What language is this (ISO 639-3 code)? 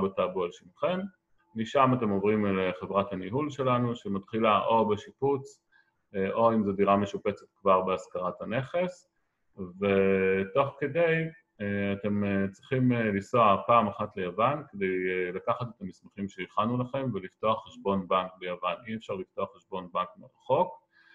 heb